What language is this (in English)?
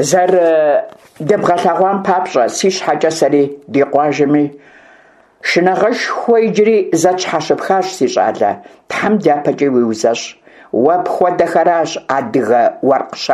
Kabardian